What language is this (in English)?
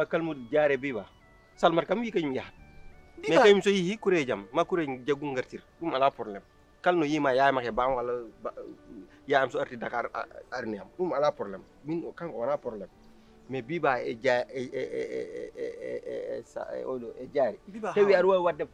Fula